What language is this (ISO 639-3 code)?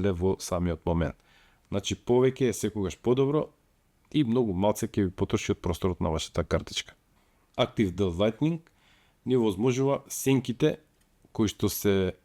mkd